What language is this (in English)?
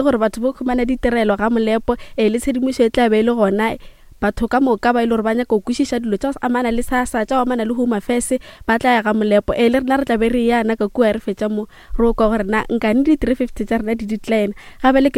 Northern Sotho